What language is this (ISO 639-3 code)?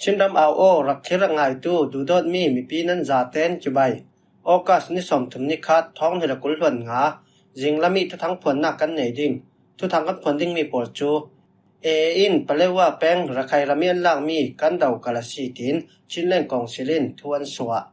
cfm